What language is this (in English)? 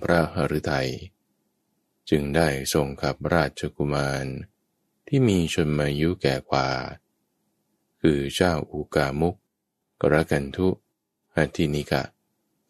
Thai